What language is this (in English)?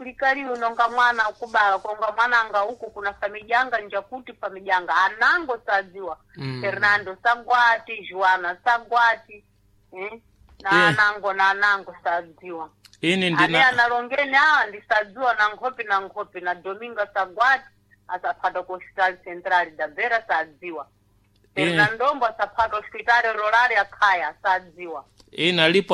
Sena